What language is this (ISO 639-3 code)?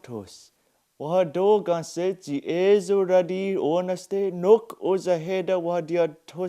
moh